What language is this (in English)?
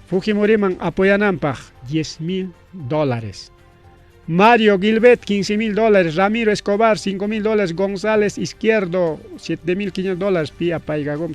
Ayacucho Quechua